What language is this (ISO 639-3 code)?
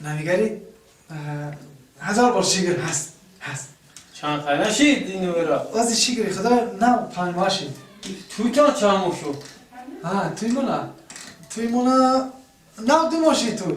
tgk